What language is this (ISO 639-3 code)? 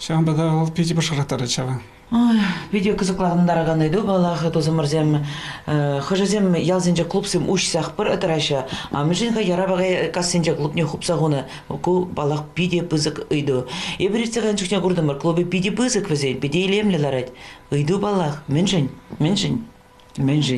chv